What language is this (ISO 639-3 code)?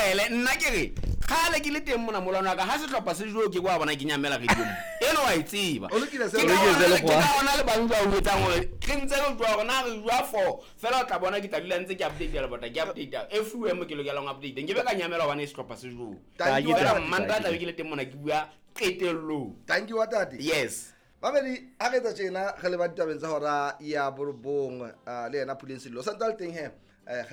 sot